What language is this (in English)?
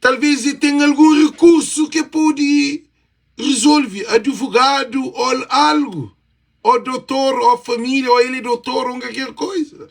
Kabuverdianu